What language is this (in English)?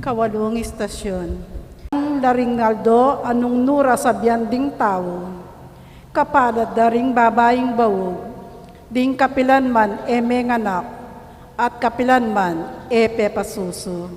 Pampanga